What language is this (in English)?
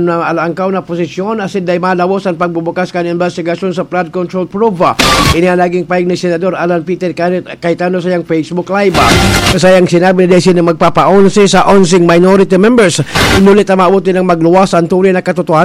Bikol